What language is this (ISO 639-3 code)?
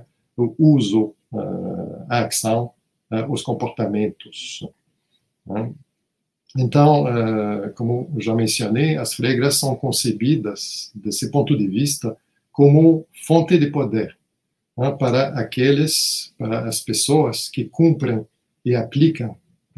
por